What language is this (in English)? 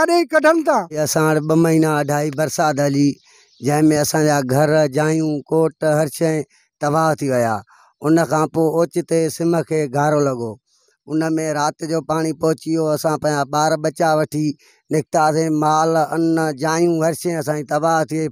Sindhi